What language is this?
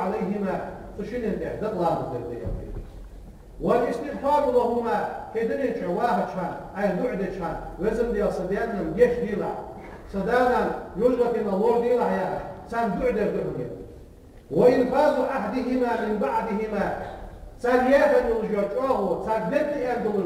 Ingush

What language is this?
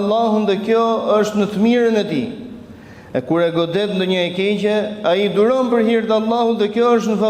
Albanian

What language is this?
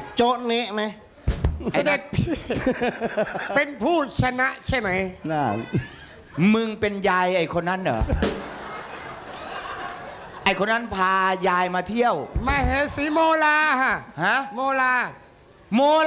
Thai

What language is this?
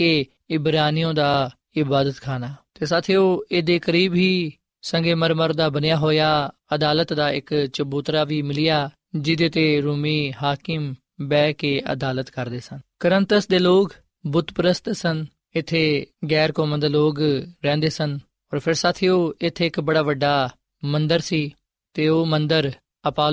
Punjabi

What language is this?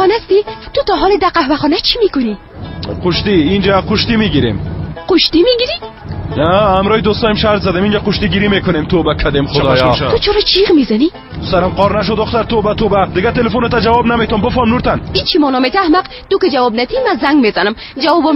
Persian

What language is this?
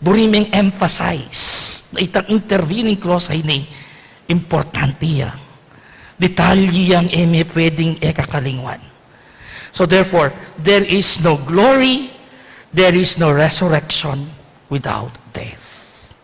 Pampanga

